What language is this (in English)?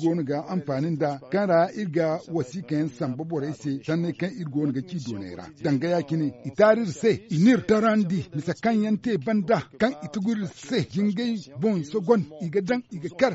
Zarma